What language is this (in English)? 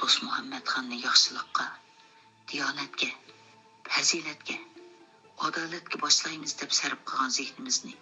Uyghur